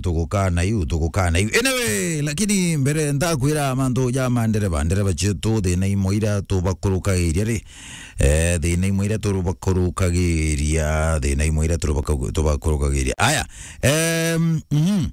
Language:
Meru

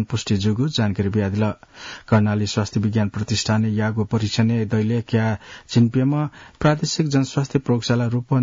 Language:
Newari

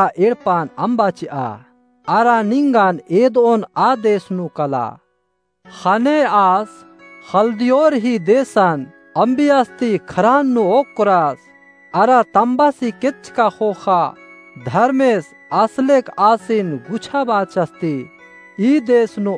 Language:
Kurukh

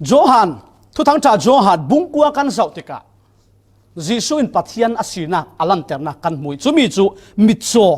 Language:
Falam Chin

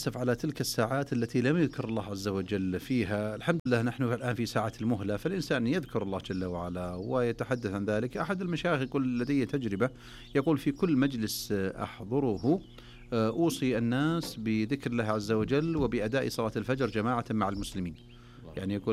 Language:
Najdi Arabic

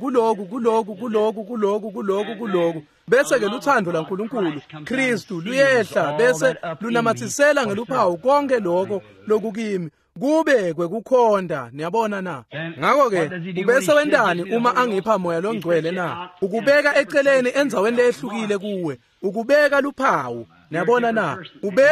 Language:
Swati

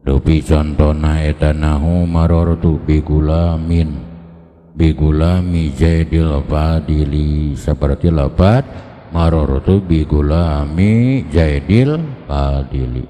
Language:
Sundanese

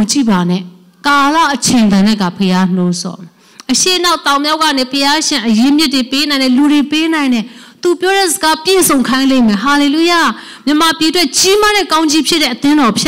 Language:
Burmese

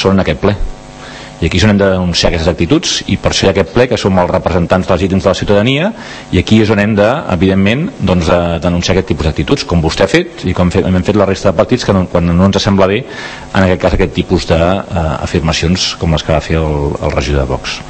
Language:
Catalan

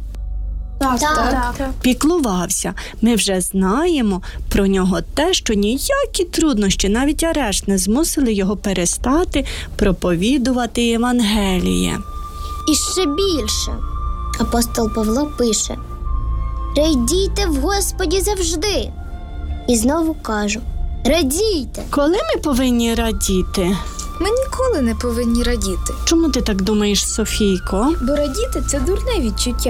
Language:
Ukrainian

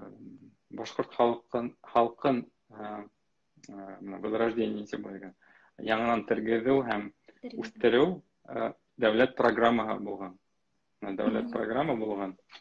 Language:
Bashkir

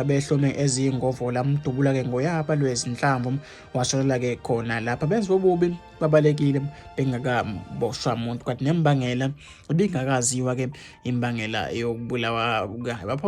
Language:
Zulu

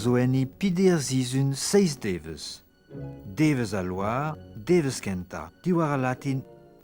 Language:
Breton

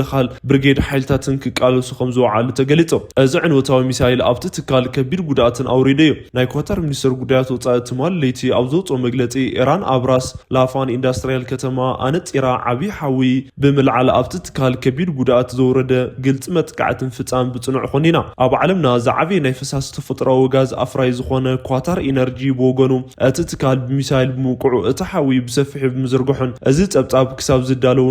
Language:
Tigrinya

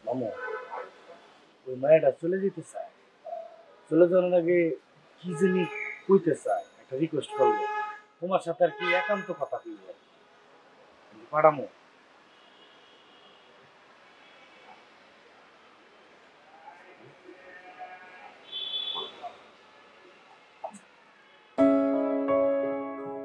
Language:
Bangla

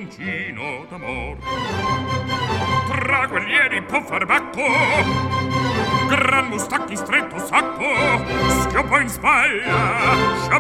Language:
Italian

